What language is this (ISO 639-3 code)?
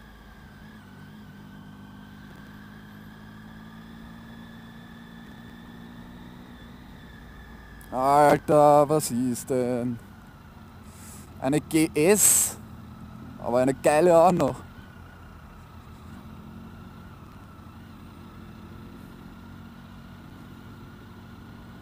deu